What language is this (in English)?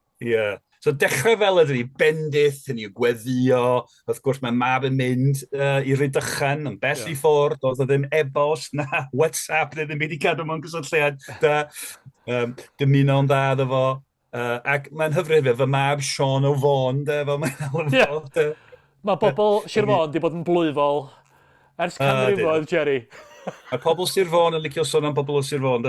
Welsh